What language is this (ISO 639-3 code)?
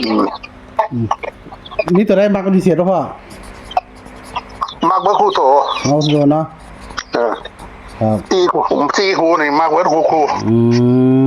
tts